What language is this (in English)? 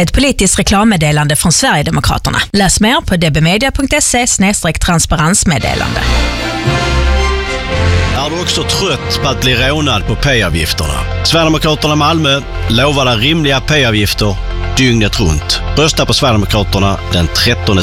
Swedish